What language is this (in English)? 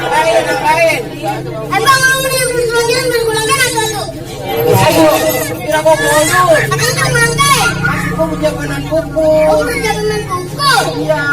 Betawi